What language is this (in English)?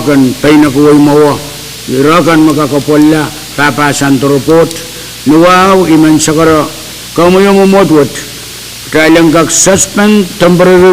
Pohnpeian